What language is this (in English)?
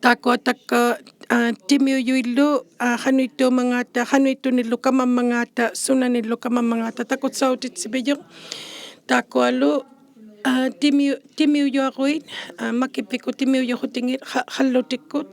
Inuktitut